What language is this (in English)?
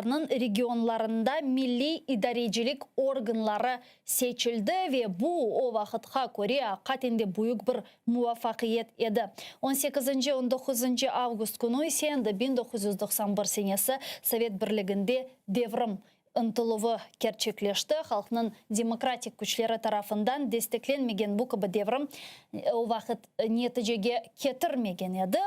Crimean Tatar